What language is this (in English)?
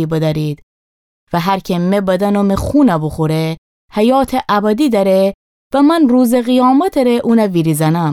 Gilaki